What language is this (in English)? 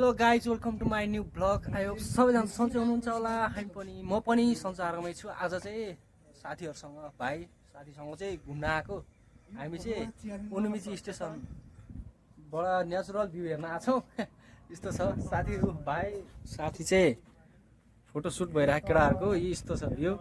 Nepali